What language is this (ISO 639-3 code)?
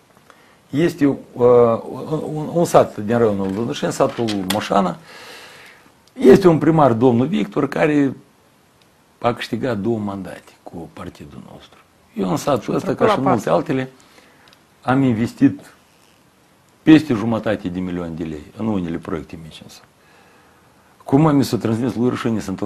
ron